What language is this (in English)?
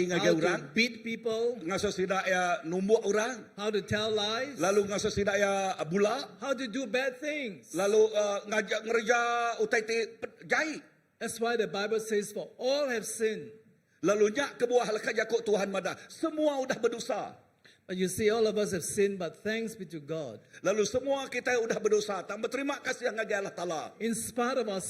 Iban